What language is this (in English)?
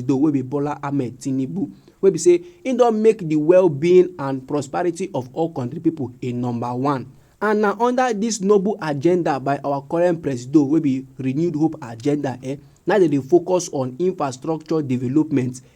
Nigerian Pidgin